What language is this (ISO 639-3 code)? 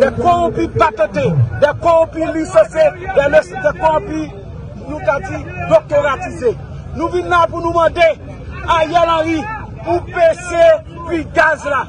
hat